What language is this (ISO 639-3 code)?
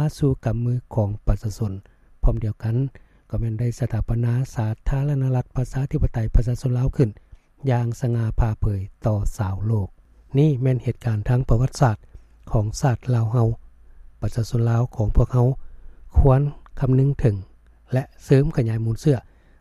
lao